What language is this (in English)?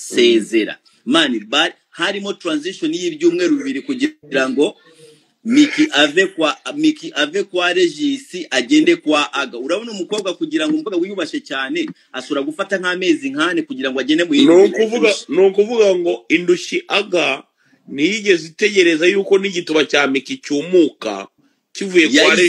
Kinyarwanda